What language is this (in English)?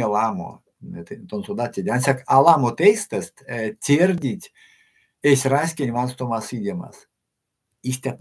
Erzya